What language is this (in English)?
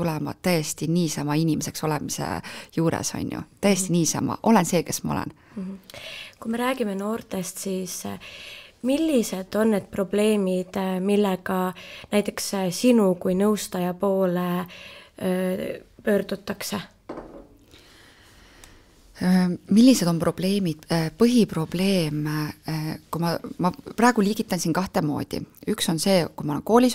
Estonian